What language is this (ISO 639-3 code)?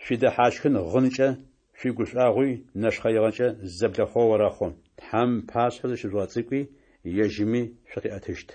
ady